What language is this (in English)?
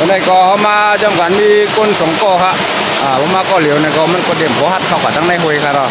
Shan